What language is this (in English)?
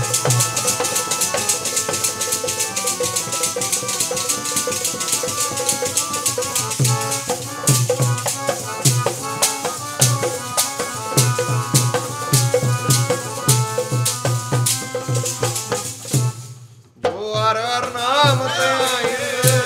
Punjabi